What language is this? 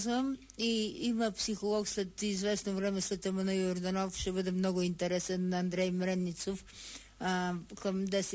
Bulgarian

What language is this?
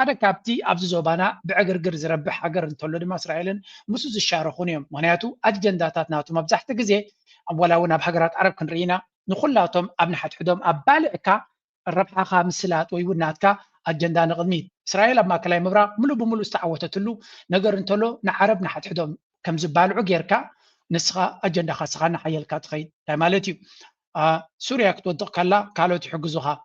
Tigrinya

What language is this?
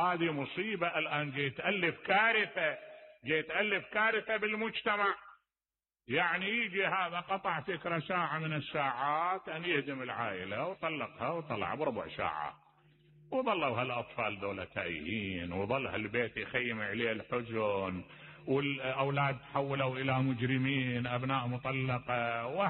Mesopotamian Arabic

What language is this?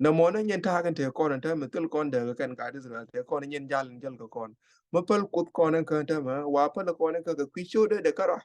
Nuer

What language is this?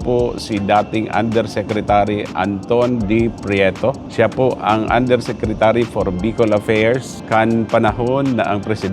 Bikol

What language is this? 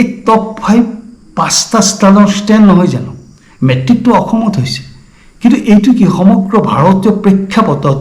Assamese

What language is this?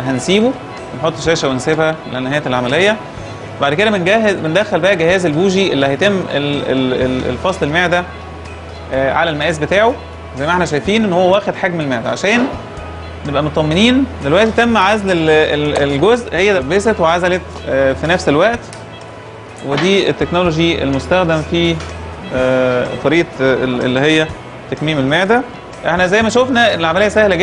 Egyptian Arabic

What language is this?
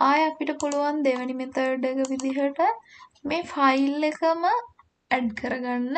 Sinhala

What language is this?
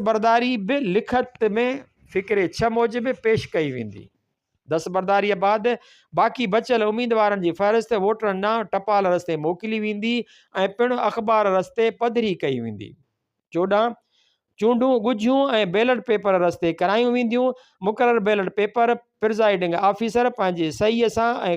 Sindhi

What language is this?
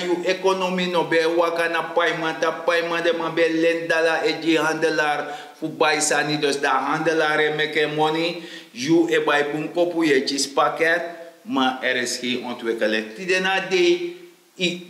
Sranan Tongo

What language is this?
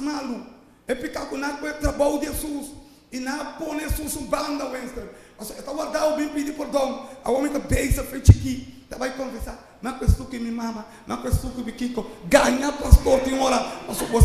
Papiamento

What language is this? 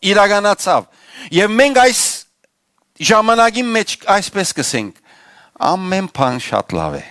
Western Armenian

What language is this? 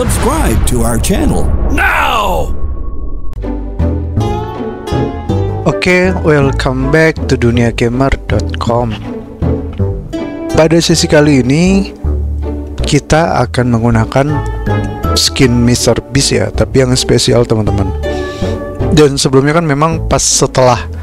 Indonesian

